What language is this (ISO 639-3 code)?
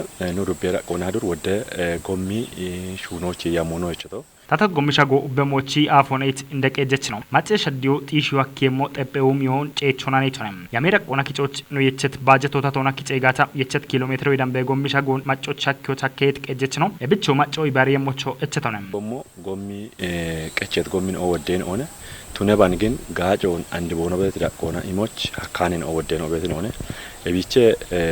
kbr